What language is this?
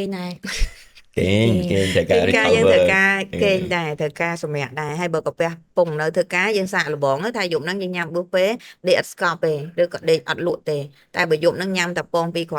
Khmer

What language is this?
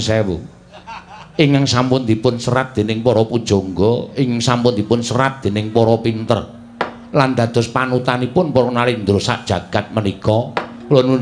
Javanese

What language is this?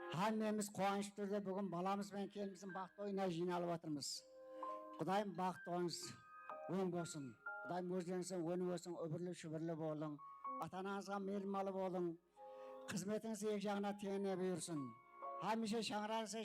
Kara-Kalpak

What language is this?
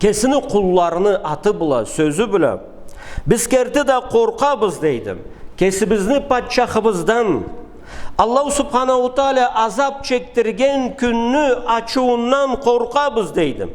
Karachay-Balkar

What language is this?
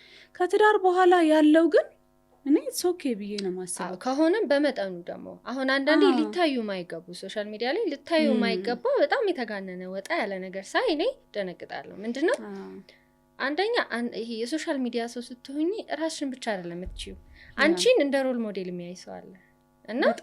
Amharic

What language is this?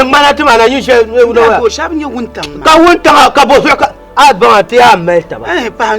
Dagbani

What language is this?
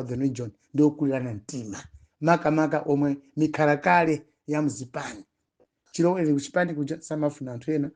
Nyanja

